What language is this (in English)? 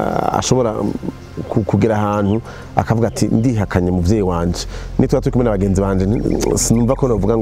Rundi